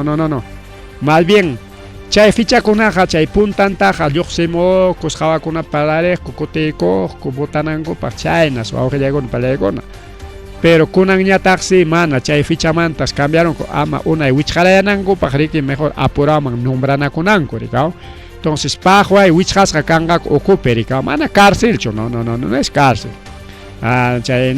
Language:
Ayacucho Quechua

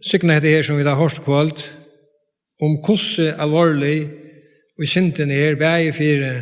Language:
Faroese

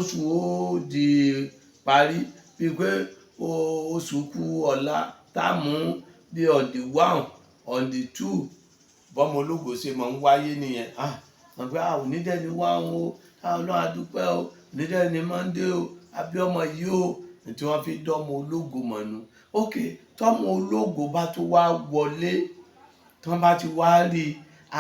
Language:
Yoruba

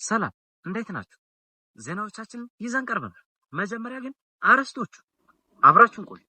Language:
Amharic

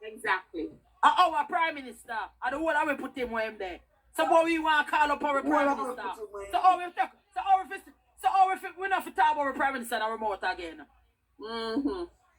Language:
Jamaican Creole English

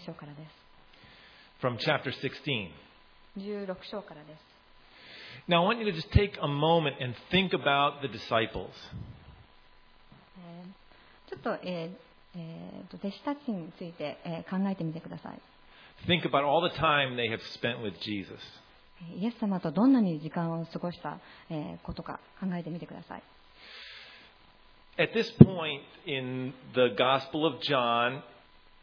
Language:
Japanese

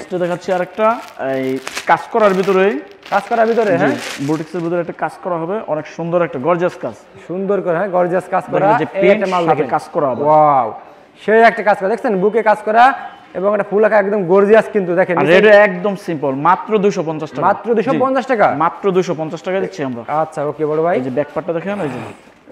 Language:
Bangla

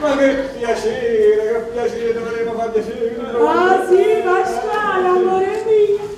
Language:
Neapolitan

